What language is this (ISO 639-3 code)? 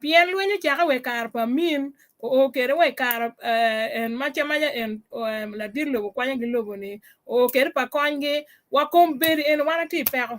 ach